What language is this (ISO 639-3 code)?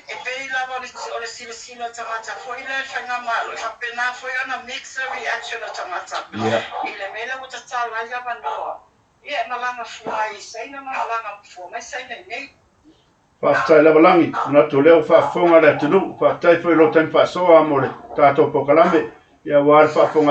smo